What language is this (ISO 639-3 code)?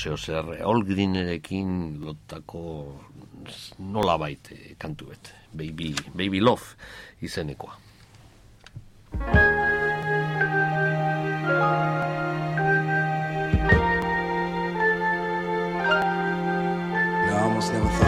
eus